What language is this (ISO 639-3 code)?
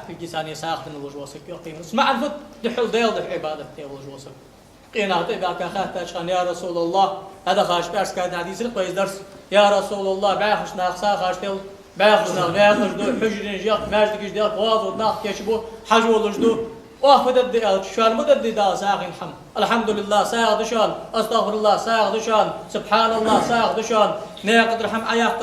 inh